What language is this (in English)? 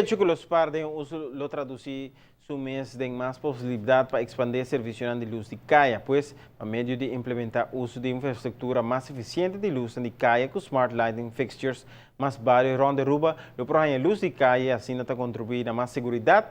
Papiamento